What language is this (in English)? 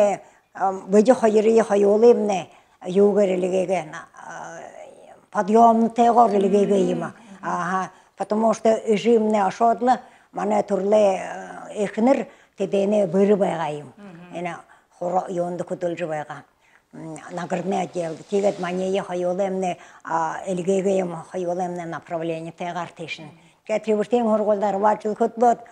Buriat